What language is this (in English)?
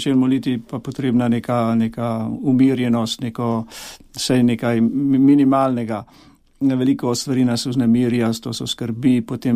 Slovenian